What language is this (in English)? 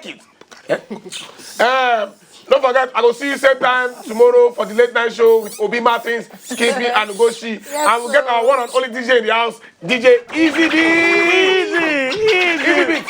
Nigerian Pidgin